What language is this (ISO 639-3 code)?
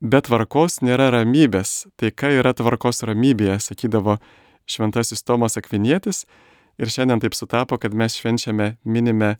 lit